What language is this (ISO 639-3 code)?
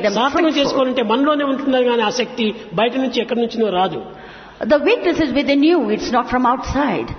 tel